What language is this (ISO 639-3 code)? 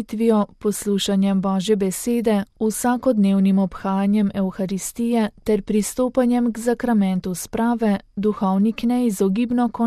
slv